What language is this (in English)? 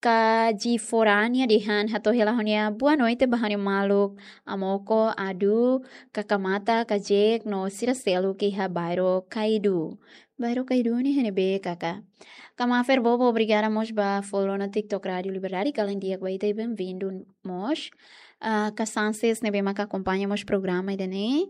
Tetum